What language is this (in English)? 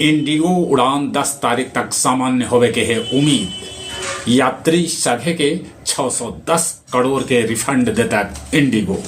Magahi